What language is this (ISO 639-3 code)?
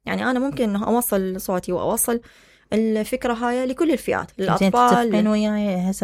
acm